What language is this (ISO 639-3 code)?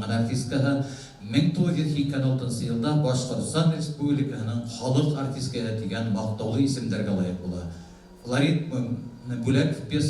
bak